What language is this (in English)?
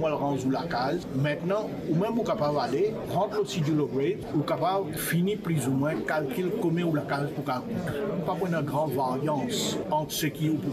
Morisyen